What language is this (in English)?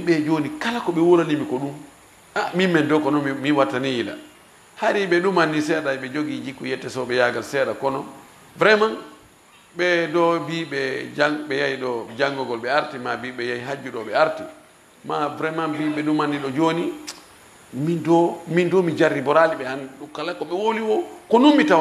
Fula